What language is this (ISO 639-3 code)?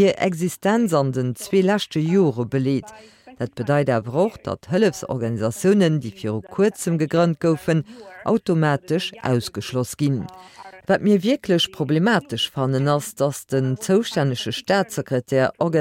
ltz